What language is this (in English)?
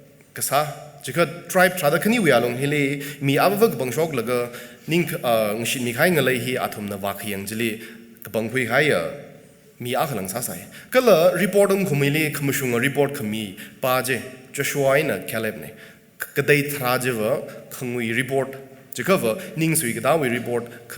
Tangkhul Naga (India)